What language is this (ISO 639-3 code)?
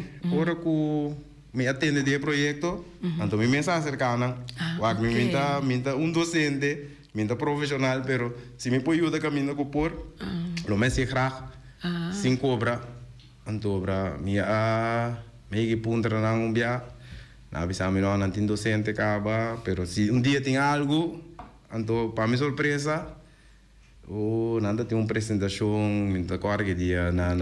pap